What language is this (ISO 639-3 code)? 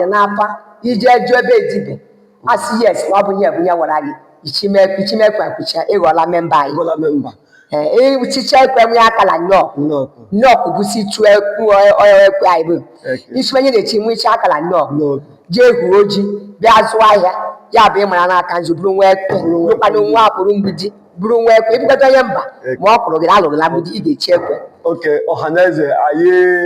ibo